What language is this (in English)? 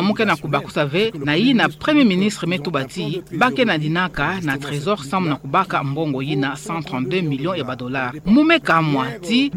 Kituba (Democratic Republic of Congo)